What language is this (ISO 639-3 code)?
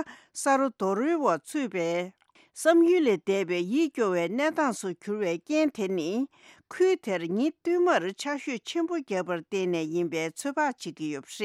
bod